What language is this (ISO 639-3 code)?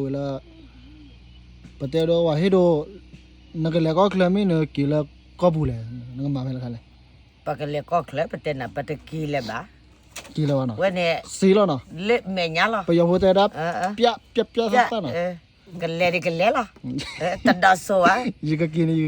ksw